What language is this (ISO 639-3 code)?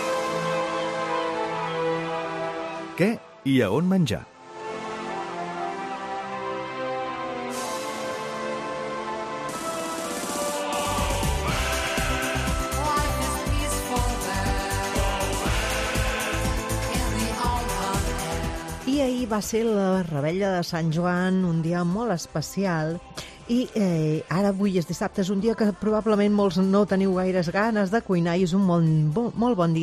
cat